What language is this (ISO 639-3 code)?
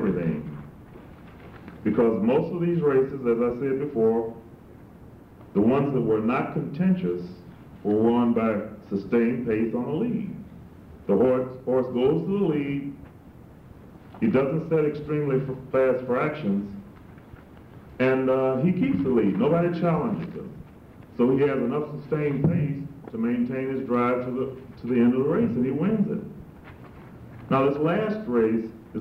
eng